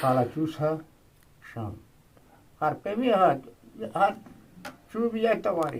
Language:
Eastern Balochi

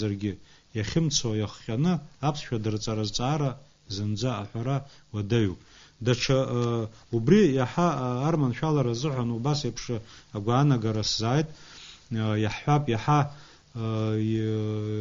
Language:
Abkhazian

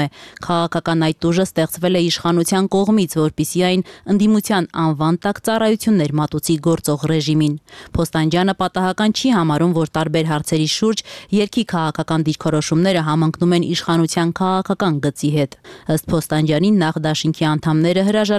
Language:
Armenian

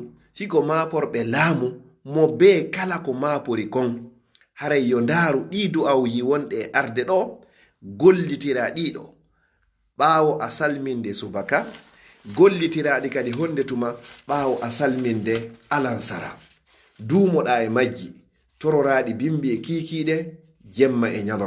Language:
Fula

